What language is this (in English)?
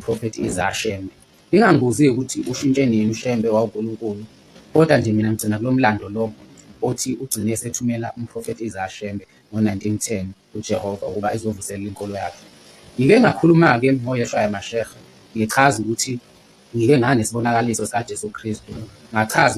Zulu